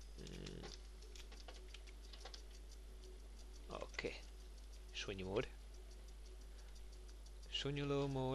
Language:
Hungarian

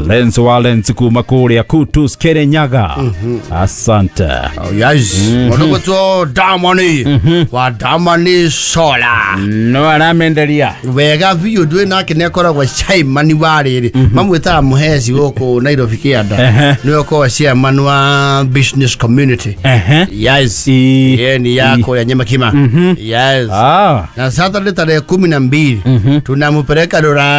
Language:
Kikuyu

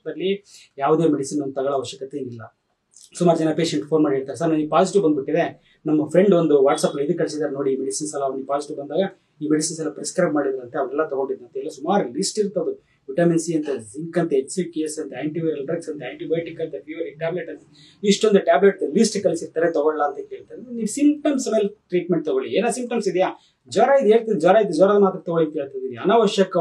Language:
Kannada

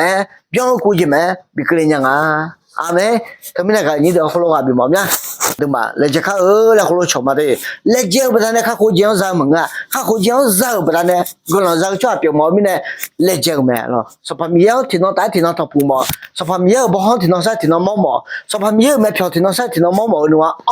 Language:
Akha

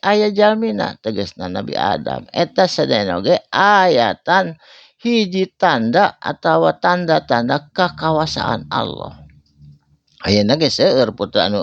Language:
Sundanese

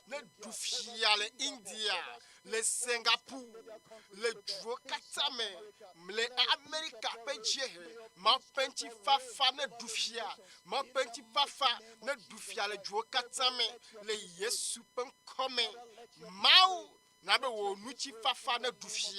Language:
Ewe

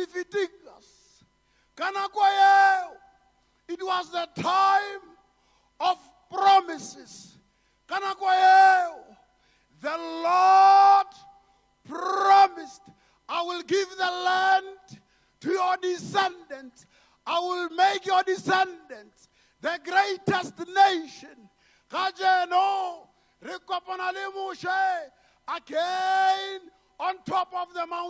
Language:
Tswana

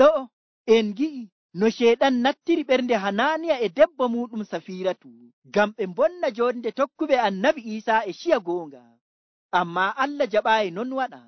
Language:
Nigerian Fulfulde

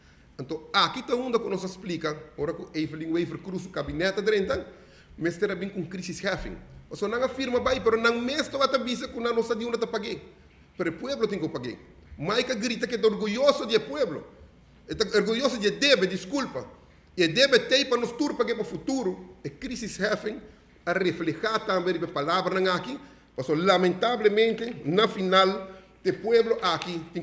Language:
Papiamento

